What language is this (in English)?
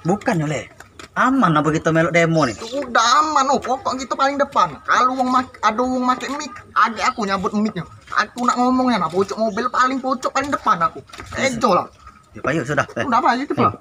Musi